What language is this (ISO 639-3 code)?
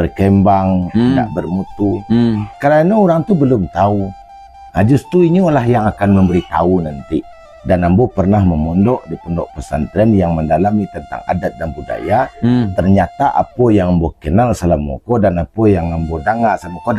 min